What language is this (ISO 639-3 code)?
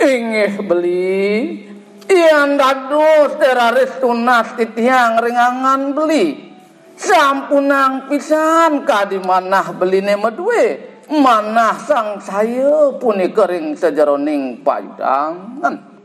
ban